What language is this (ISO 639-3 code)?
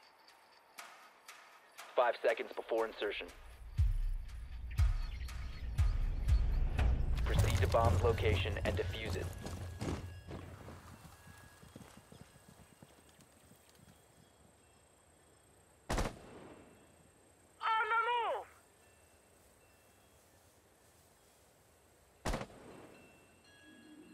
eng